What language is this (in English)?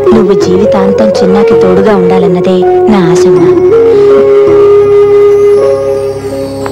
Telugu